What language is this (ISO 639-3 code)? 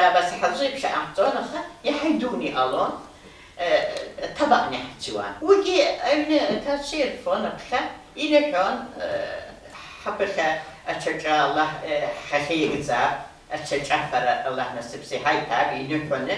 abk